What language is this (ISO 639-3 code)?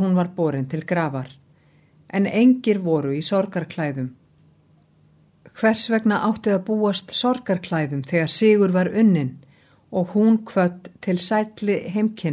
isl